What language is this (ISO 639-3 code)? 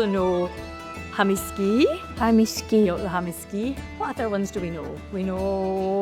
gla